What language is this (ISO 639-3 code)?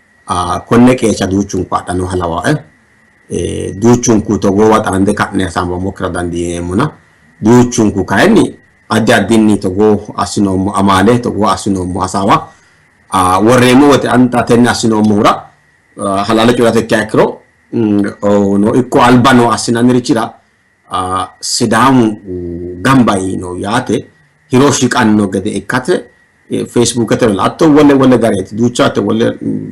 sid